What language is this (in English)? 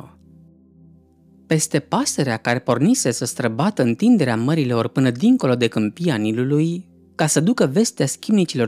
Romanian